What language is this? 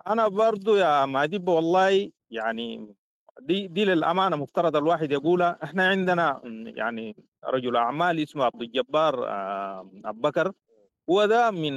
Sudanese Arabic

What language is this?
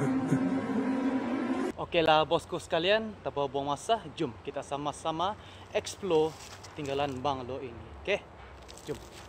Malay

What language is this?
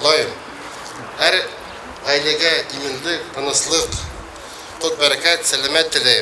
Bashkir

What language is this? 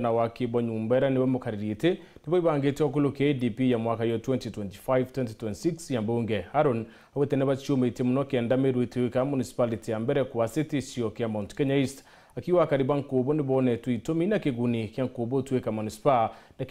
Meru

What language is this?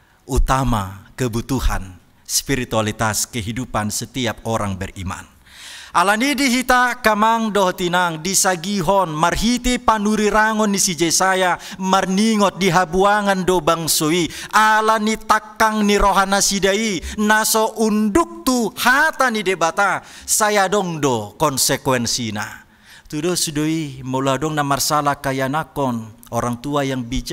Batak Toba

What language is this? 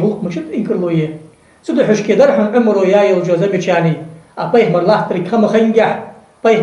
Ingush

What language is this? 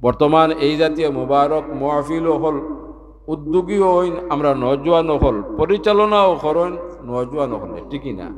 Sylheti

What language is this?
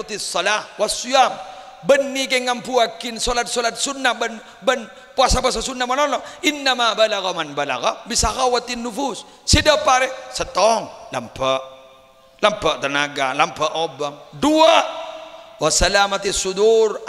Madurese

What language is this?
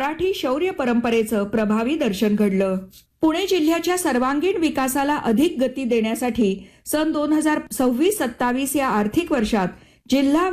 Marathi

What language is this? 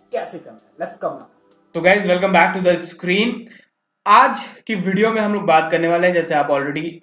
Hindi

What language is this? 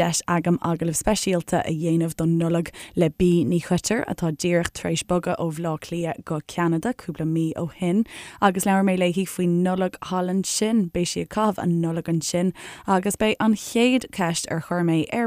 Irish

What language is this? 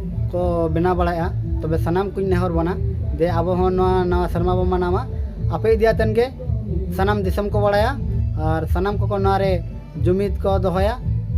Santali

